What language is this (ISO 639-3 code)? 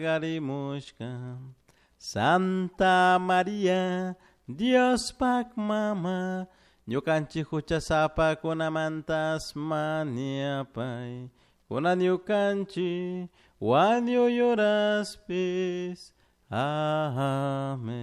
qug